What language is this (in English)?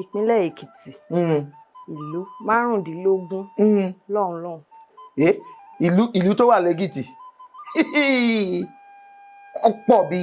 Yoruba